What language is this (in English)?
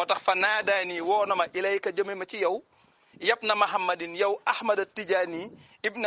Wolof